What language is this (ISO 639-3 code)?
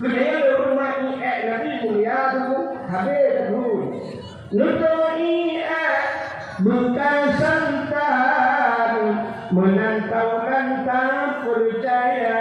ace